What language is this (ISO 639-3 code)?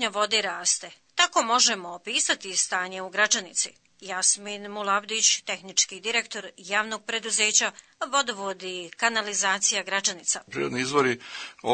bos